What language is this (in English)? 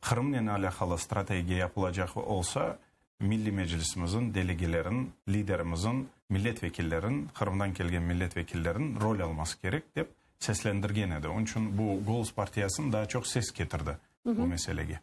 Crimean Tatar